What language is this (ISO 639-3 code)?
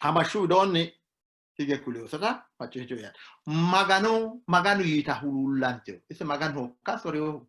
sid